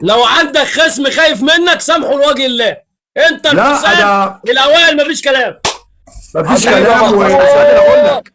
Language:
Egyptian Arabic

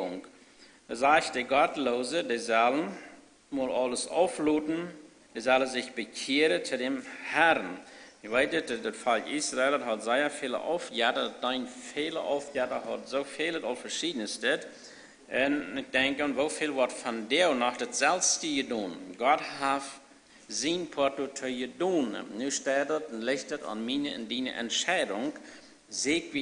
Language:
Plautdietsch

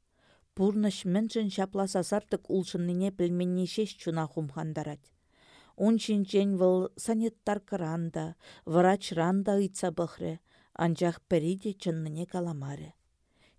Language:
Chuvash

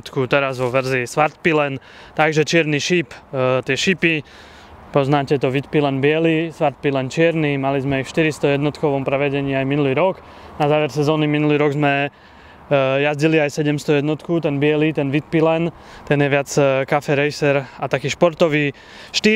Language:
Slovak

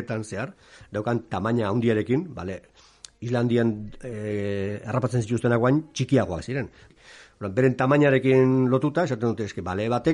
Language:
Basque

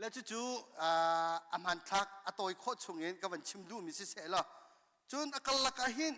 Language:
Hakha Chin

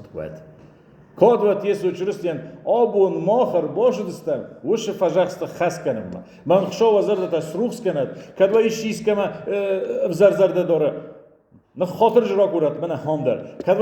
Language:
Ossetic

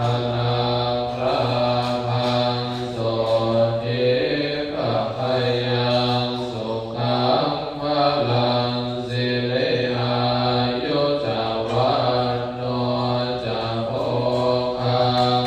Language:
Pali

